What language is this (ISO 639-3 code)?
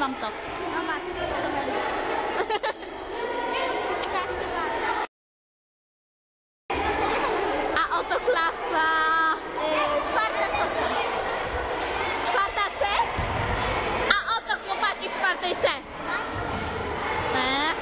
pol